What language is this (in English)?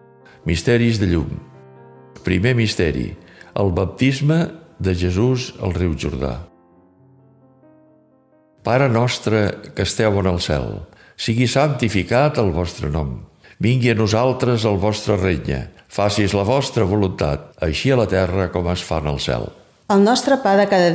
Catalan